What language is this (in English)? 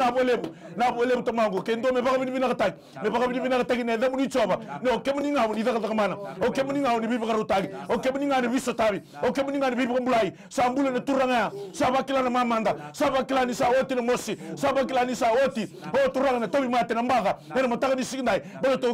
Fijian